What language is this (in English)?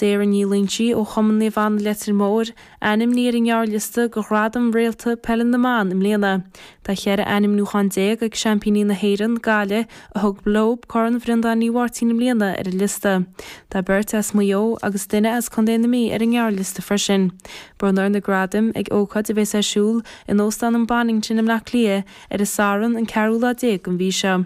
Irish